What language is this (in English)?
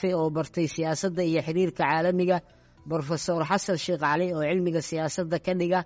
Somali